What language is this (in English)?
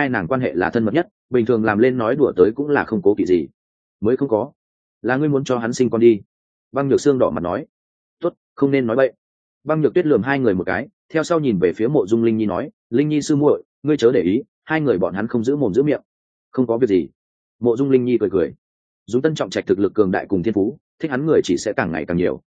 Vietnamese